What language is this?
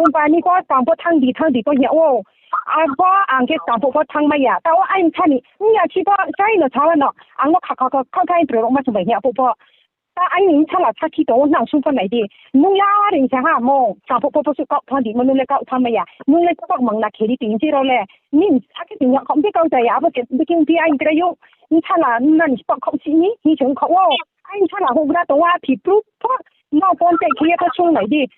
Riang (India)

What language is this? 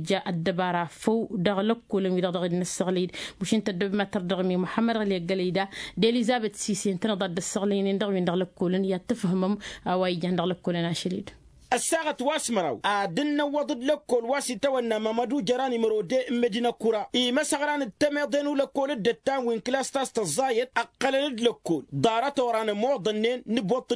Tamasheq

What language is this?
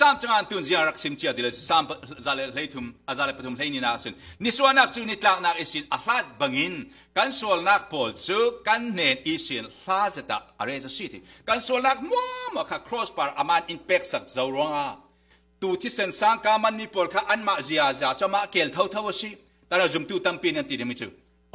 Falam Chin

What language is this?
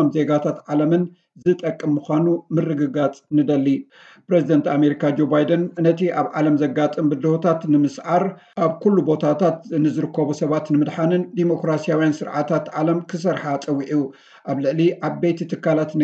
Tigrinya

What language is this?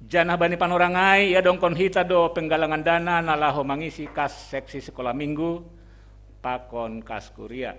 Batak Simalungun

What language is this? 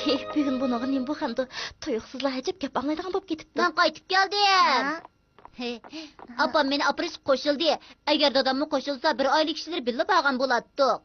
Uyghur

